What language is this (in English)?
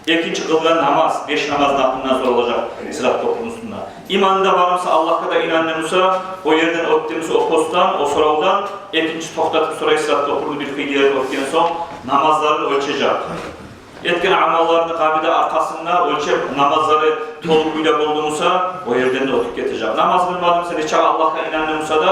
Kumyk